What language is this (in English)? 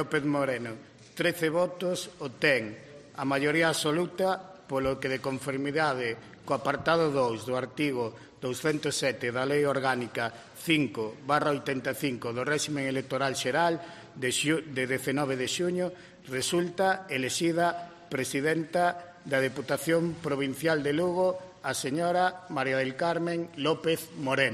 Galician